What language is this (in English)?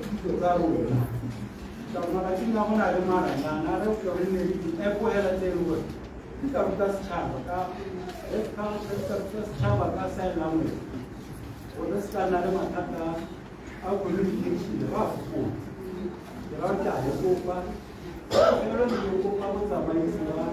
Tswana